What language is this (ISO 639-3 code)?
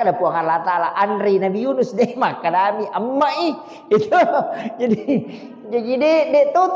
bug